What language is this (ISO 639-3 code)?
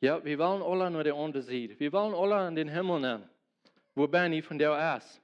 pdt